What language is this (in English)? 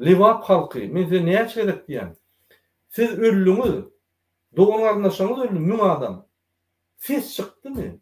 Turkmen